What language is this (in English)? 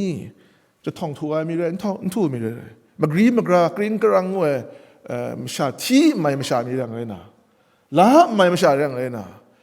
Kachin